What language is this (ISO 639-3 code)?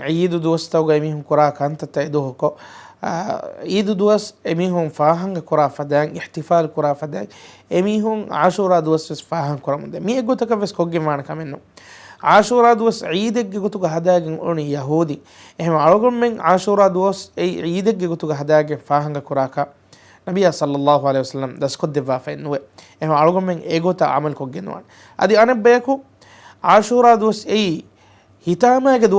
div